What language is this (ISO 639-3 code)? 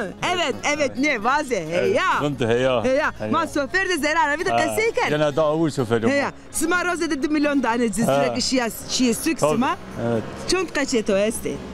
zza